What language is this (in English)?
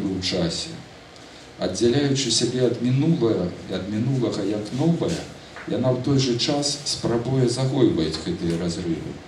Belarusian